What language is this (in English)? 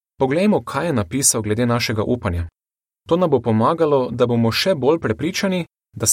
Slovenian